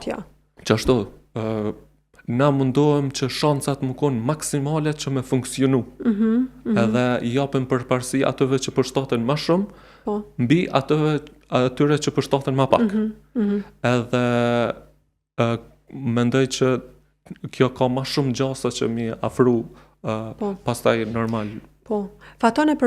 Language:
Albanian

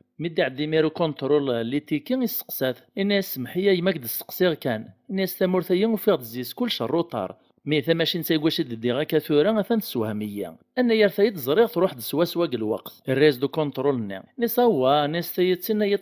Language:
Kabyle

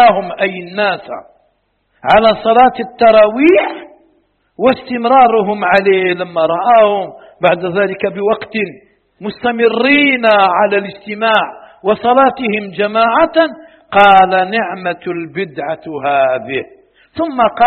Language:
Arabic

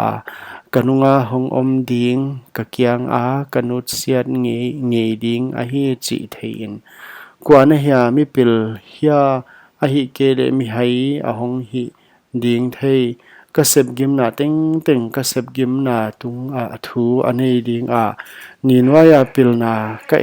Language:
Paite Chin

